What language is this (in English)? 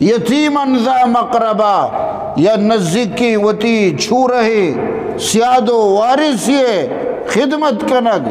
Eastern Balochi